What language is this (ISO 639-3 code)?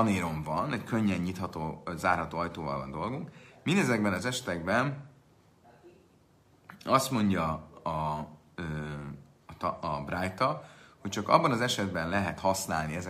hun